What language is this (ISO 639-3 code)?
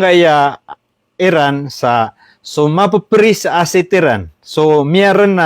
mrw